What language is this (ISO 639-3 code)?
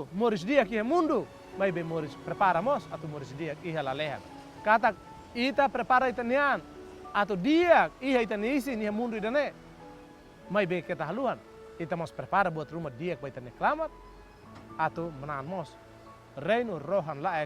tet